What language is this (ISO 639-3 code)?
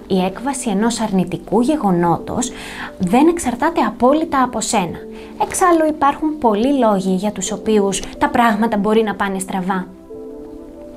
ell